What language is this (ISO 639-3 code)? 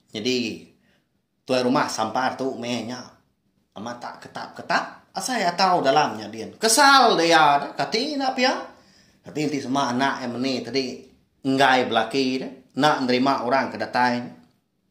iba